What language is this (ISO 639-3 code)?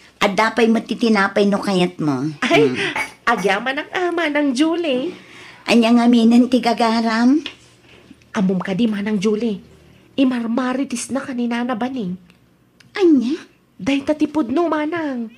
ilo